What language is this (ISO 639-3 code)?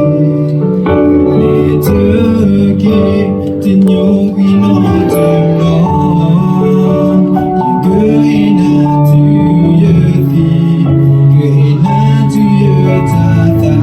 ksw